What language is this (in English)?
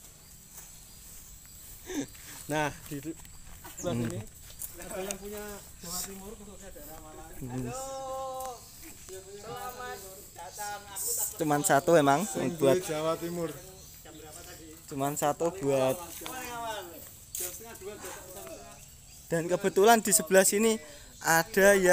Indonesian